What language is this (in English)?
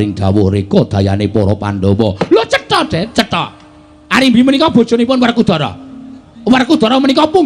Javanese